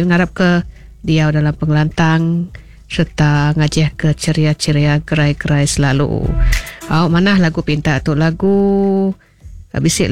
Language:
Iban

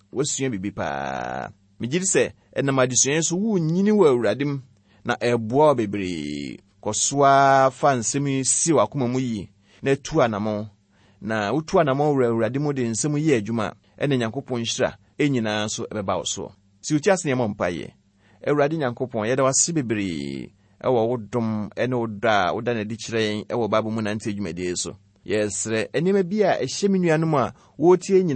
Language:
Akan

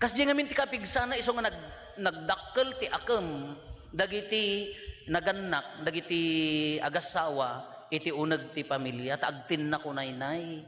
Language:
Iloko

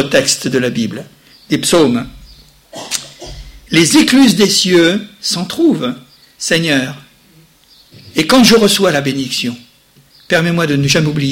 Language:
French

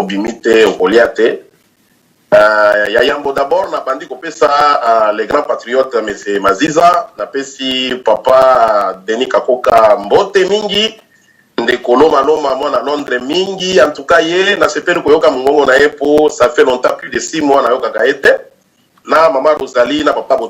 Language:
Lingala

